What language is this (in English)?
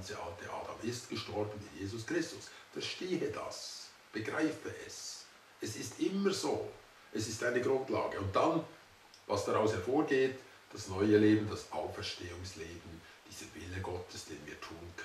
Swiss German